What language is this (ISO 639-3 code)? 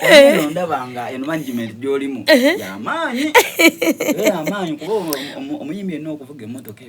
xog